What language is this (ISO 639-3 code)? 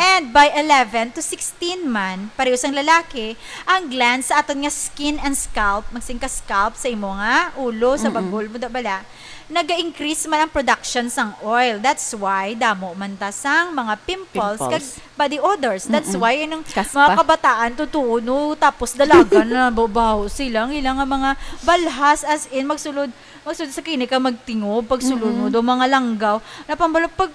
hil